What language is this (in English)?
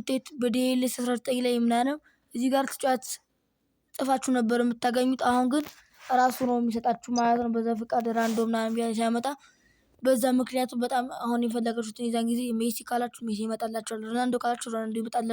Amharic